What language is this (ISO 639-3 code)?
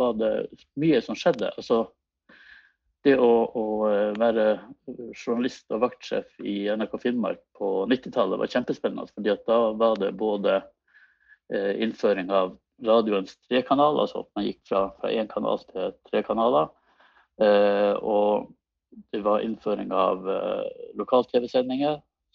nor